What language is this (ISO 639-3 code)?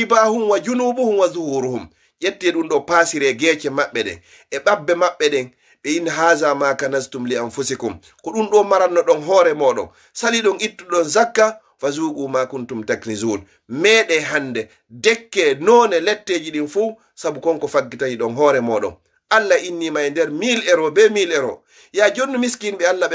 ful